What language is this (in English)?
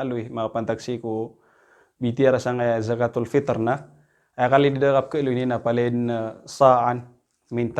Maranao